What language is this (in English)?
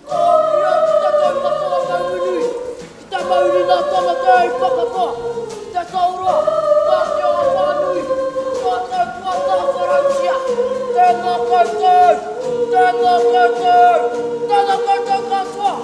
Māori